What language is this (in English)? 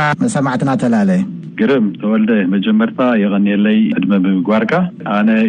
Tigrinya